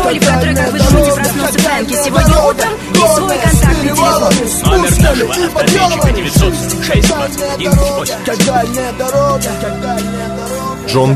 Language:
Russian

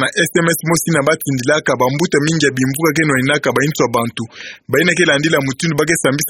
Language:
Kituba (Democratic Republic of Congo)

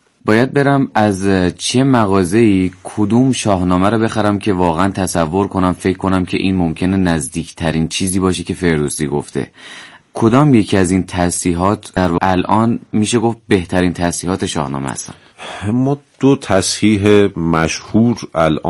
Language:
Persian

